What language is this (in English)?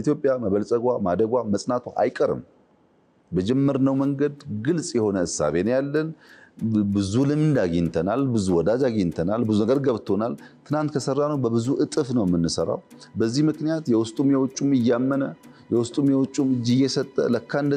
Amharic